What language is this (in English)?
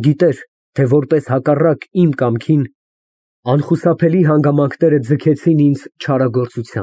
Armenian